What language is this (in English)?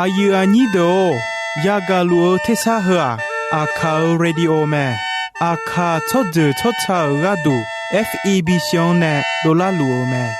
Akha